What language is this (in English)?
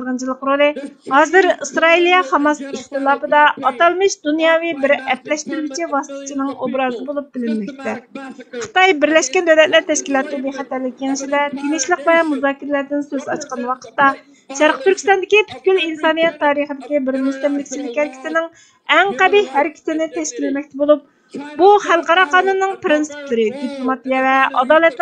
Uyghur